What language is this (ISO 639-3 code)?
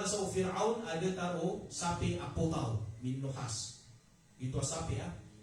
mrw